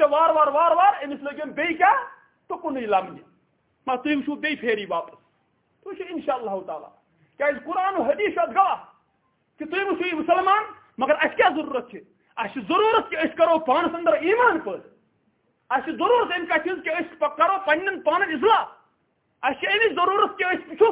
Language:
Kashmiri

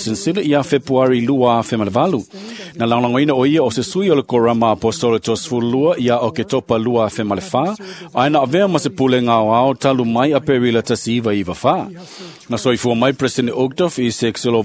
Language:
Samoan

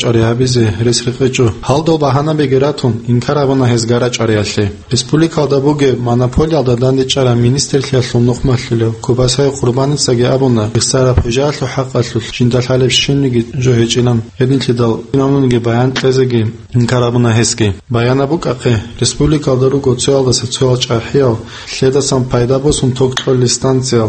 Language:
Avaric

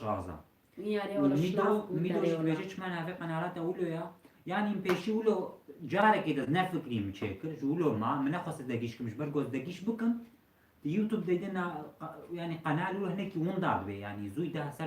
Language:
Kurdish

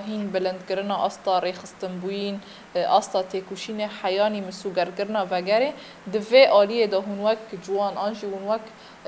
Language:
Kurdish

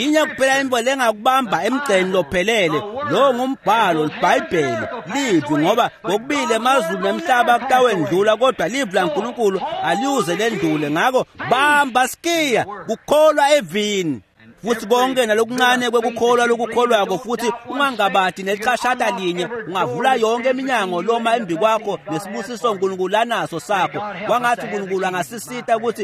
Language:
Swati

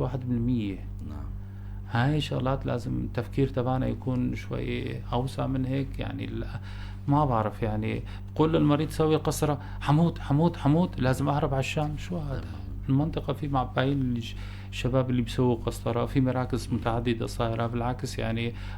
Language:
North Levantine Arabic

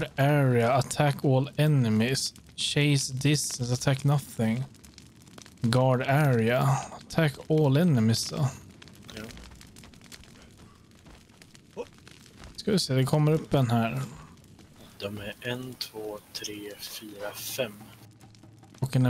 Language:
Swedish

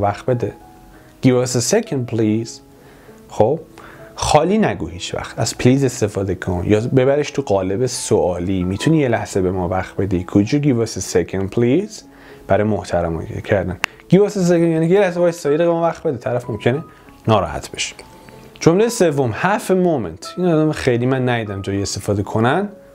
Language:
Persian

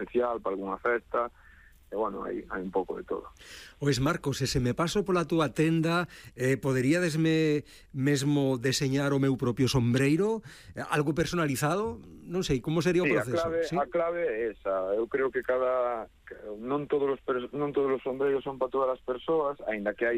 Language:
Galician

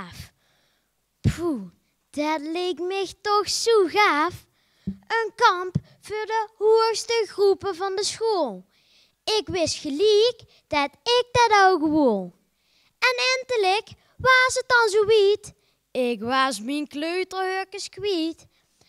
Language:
Limburgish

